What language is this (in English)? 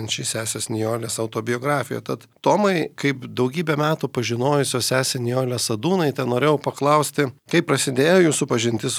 Lithuanian